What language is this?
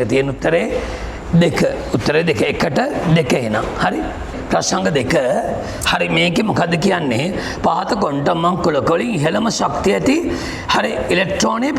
Sinhala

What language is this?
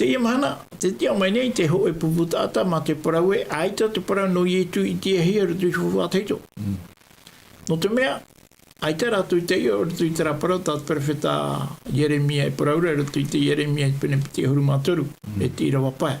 Tahitian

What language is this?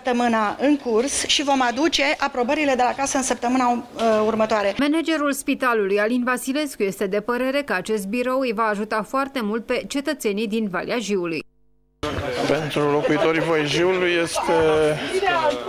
Romanian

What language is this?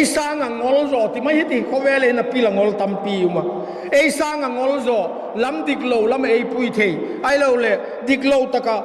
Vaiphei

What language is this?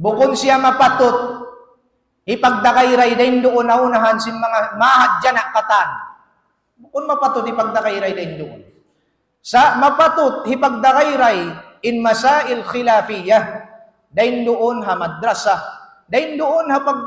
Tausug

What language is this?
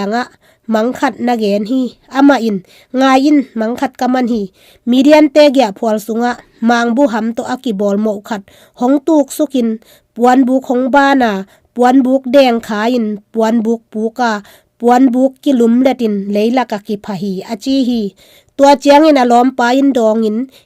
Tedim Chin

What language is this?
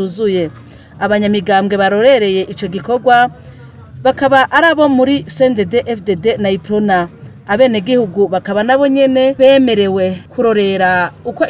Rundi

